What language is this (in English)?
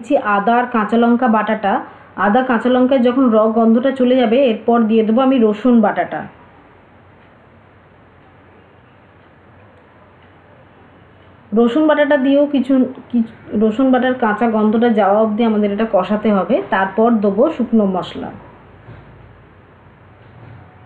Bangla